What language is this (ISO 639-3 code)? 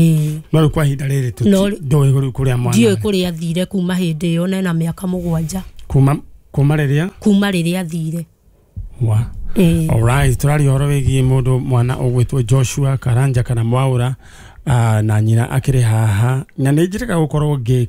kik